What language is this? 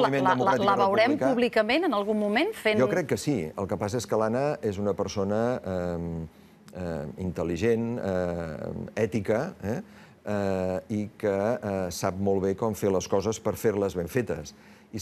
Catalan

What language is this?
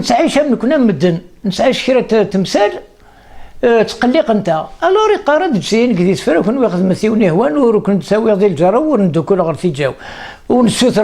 Kabyle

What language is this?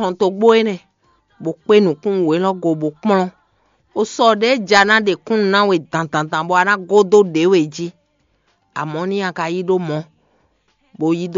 Fon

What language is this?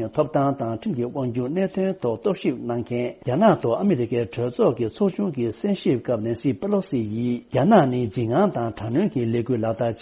Tibetan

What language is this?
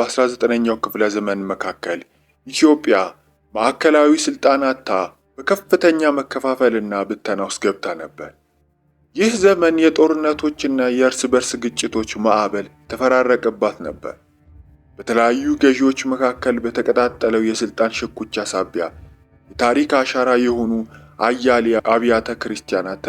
Amharic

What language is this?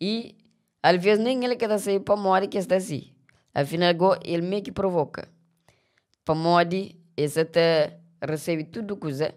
Kabuverdianu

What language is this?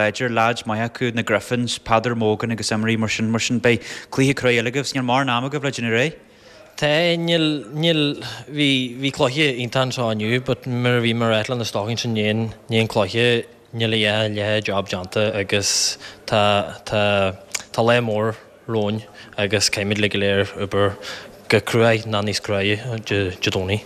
Irish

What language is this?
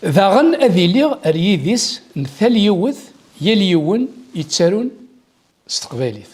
Kabyle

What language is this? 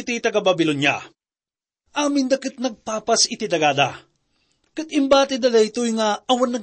Iloko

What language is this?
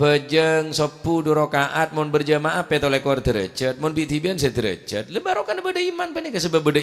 Madurese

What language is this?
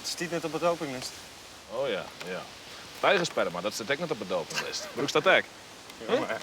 Western Frisian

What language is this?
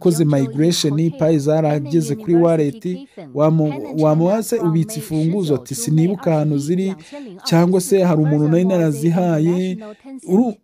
Kinyarwanda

